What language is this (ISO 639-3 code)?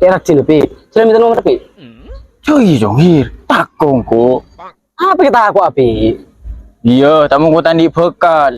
mad